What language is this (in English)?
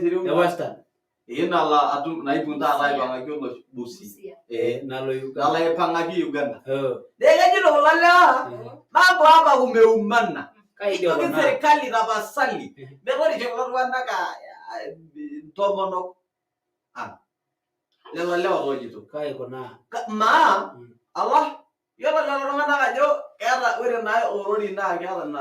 Masai